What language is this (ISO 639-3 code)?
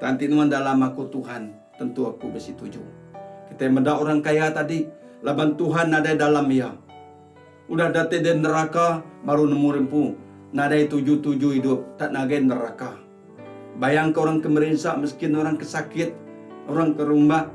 iba